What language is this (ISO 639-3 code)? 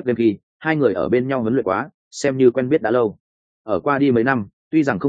vie